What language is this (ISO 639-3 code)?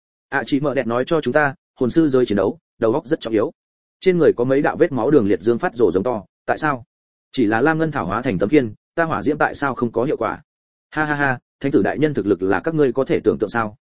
vie